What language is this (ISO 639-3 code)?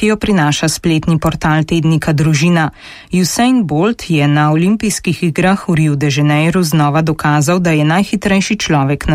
slv